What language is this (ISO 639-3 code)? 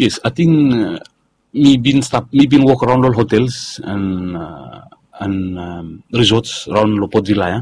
bis